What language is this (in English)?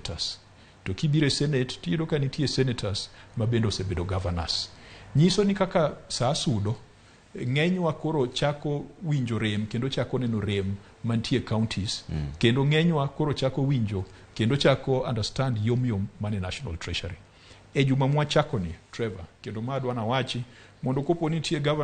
Luo (Kenya and Tanzania)